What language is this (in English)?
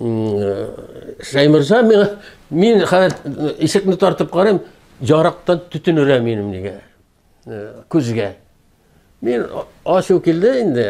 Tatar